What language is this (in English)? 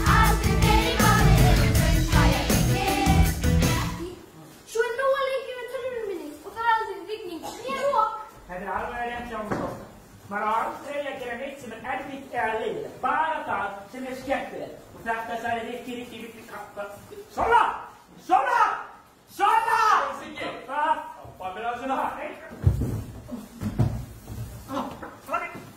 Icelandic